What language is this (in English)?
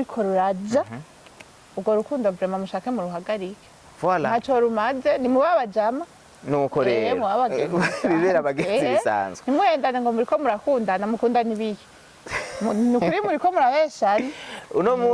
Rundi